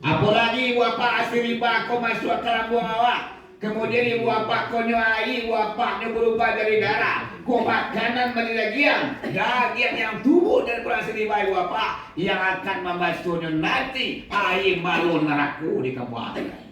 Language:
Minangkabau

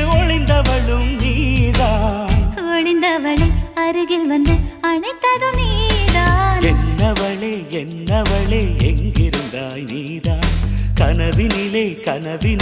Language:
Tamil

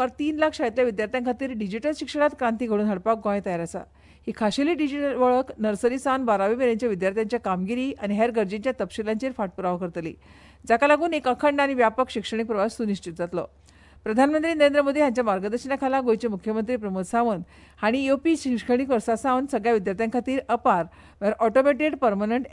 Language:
Konkani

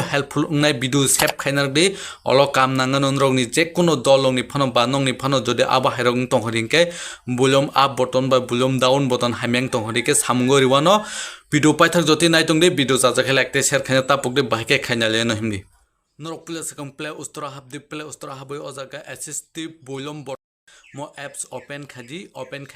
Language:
Kok Borok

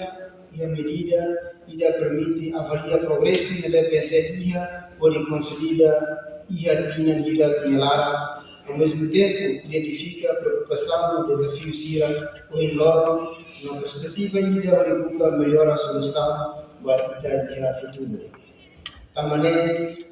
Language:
Tetum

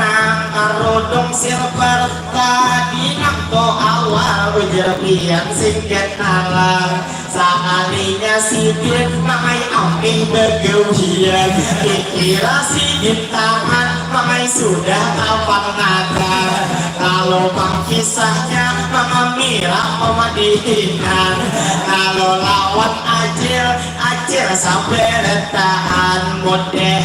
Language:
Banjar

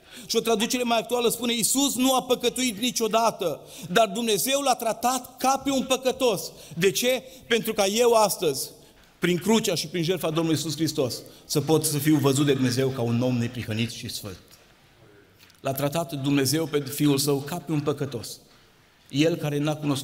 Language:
Romanian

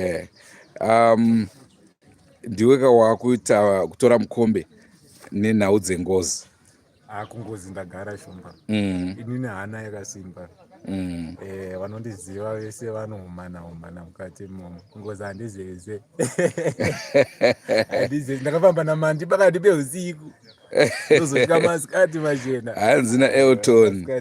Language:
Shona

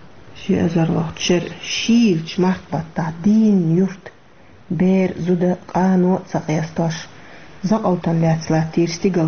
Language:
Chechen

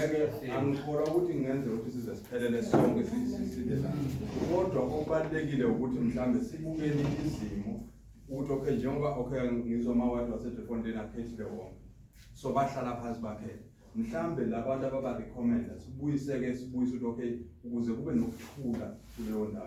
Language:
Zulu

